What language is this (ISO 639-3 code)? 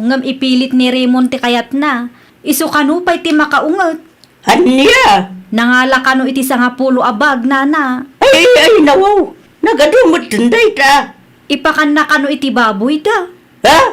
ilo